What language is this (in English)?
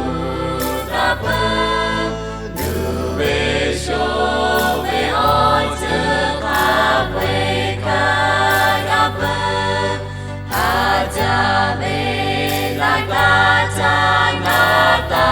Lahu